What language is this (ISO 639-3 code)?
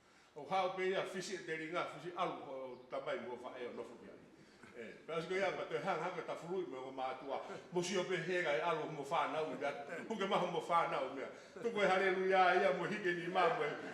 ton